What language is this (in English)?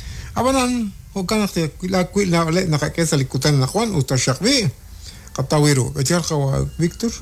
Kekchí